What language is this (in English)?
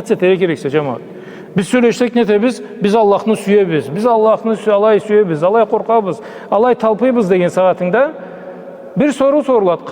Karachay-Balkar